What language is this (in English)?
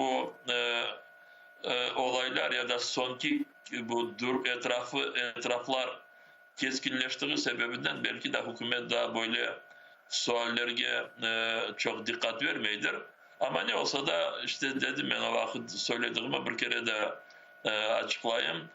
Crimean Tatar